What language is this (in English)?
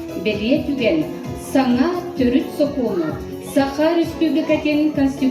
Yakut